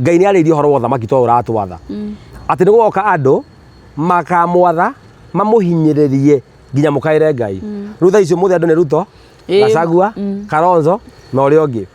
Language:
Kikuyu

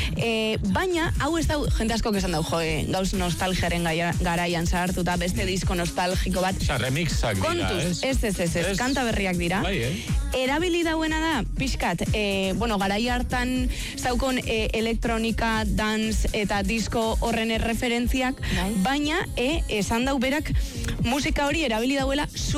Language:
Basque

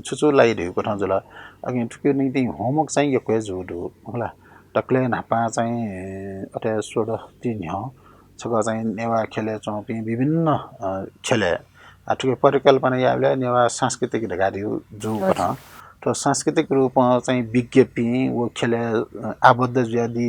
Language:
Newari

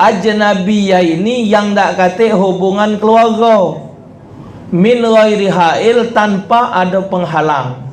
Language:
Musi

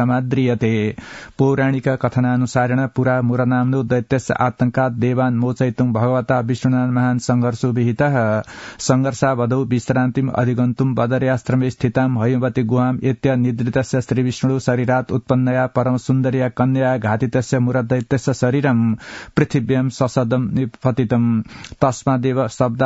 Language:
Sanskrit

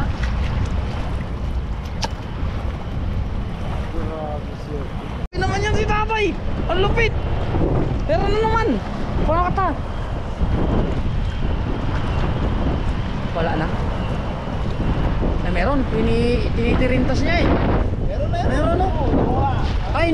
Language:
Filipino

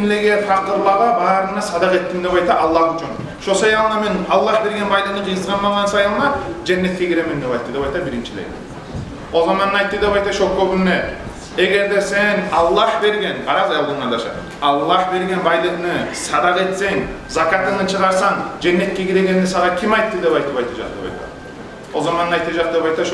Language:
Kumyk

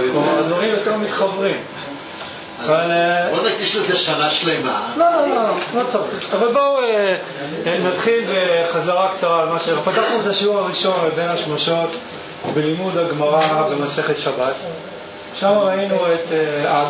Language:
Hebrew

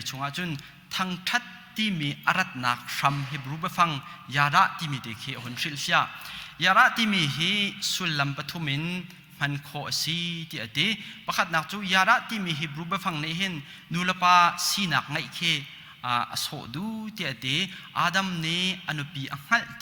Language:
Hakha Chin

